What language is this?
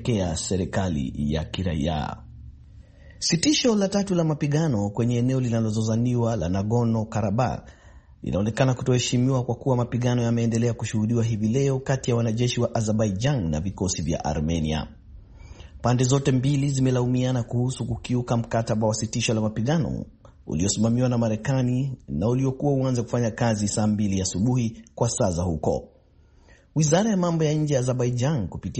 Swahili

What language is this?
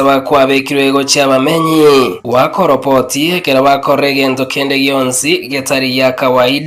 Gusii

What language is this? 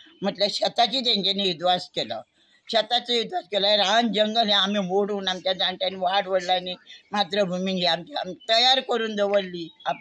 Konkani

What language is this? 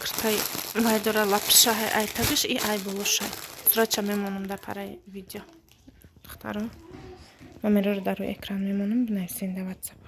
Tajik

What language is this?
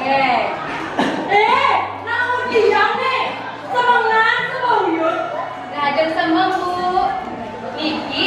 Balinese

